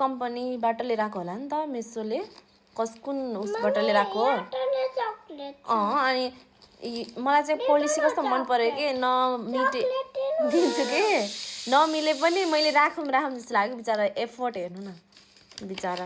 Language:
Nepali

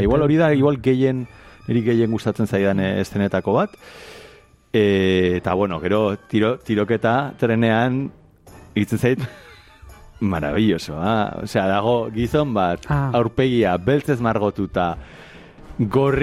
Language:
Basque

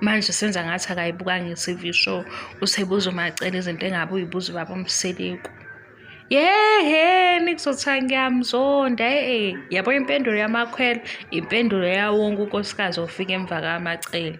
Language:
Zulu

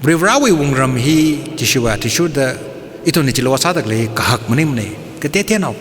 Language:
Tangkhul Naga (India)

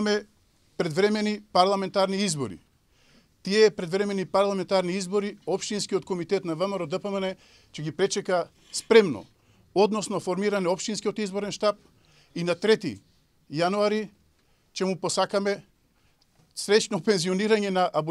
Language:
Macedonian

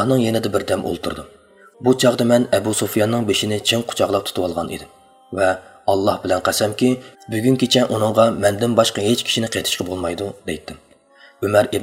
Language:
Uyghur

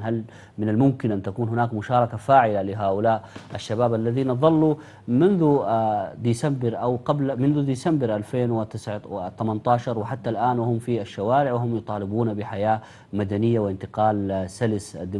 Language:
Arabic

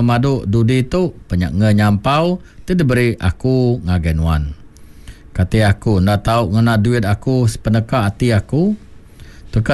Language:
Iban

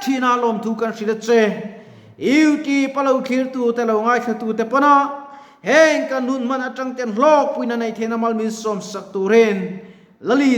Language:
Mizo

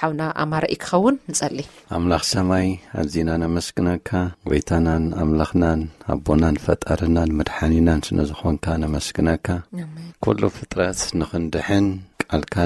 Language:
Tigrinya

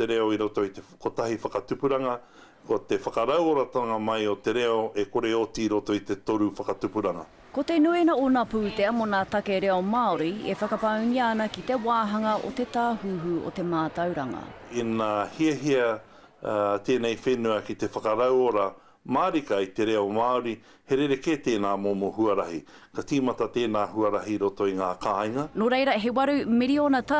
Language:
Māori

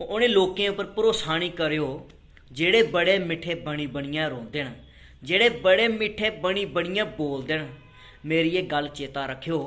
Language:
Dogri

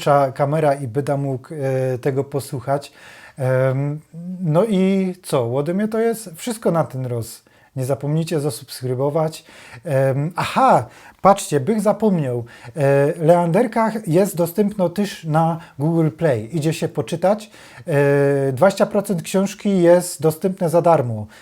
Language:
Silesian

